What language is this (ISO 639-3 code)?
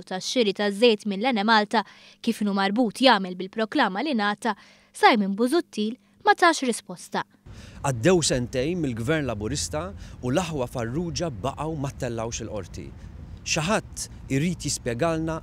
mlt